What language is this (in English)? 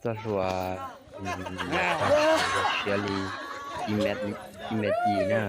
Hmong